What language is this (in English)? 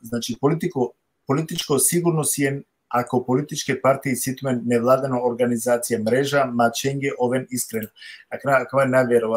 Balkan Romani